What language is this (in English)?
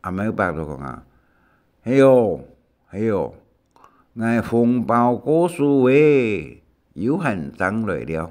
Hakka Chinese